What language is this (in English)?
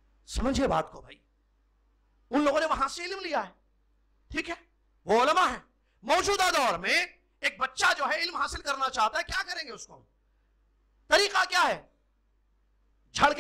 Urdu